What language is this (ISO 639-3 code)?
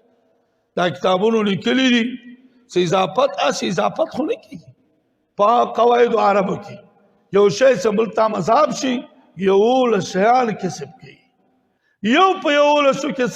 pus